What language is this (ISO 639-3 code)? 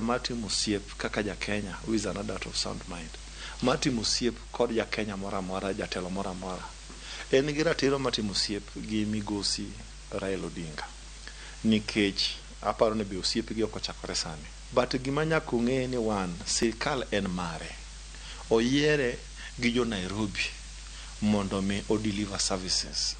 luo